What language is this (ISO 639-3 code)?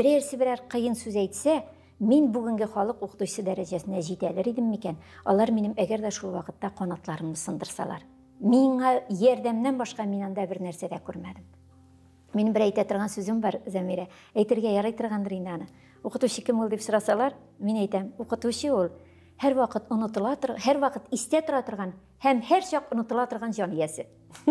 tat